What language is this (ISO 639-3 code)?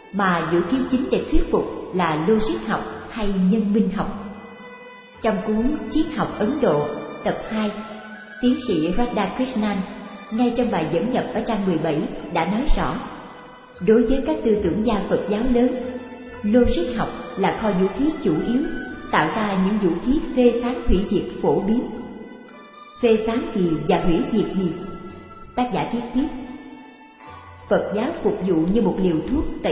vie